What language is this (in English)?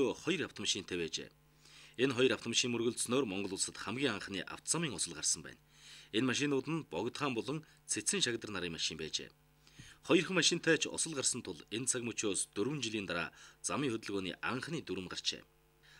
Mongolian